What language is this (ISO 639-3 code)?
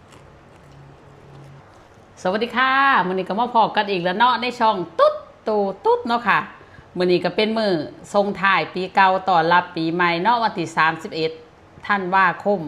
lao